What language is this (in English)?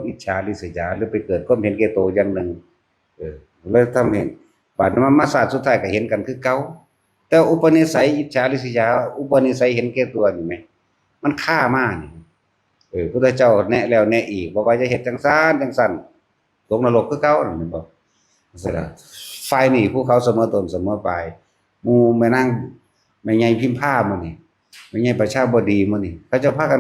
Northeastern Thai